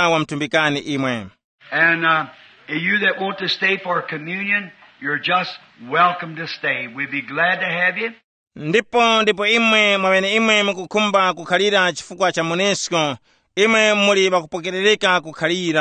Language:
Tumbuka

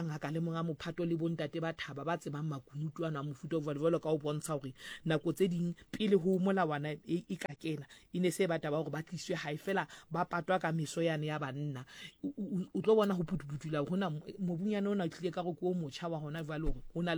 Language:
Southern Sotho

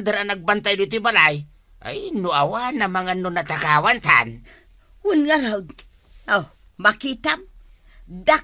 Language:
Iloko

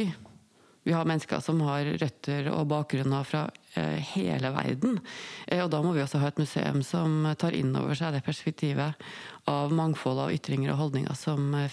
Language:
Norwegian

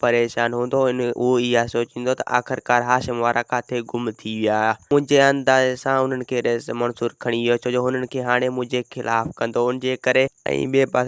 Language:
Sindhi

